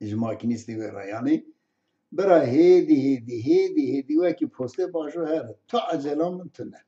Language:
Kurdish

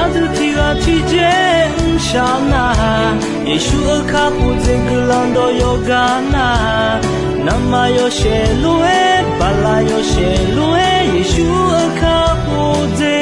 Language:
Akha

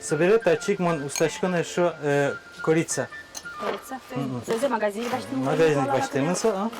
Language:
Udmurt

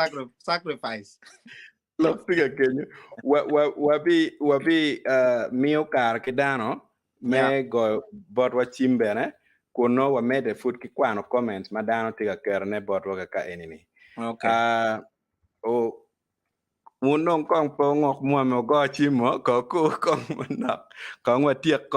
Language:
Acoli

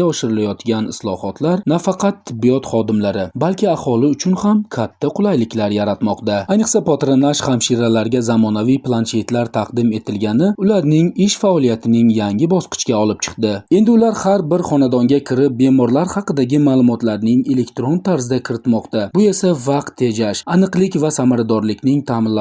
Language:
Uzbek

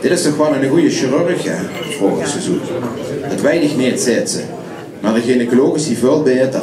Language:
Limburgish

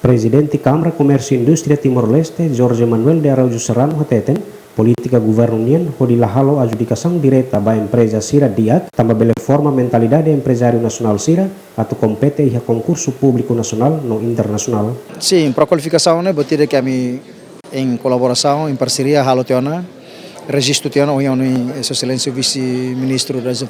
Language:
Tetum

